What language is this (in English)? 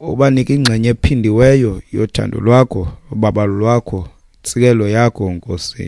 Xhosa